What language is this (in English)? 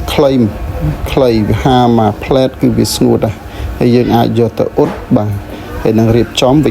Khmer